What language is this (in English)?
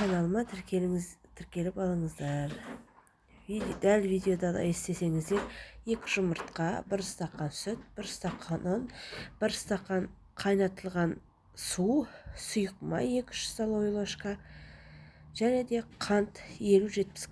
Kazakh